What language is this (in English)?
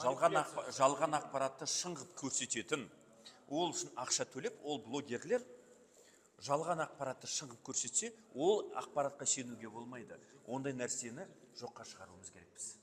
Kazakh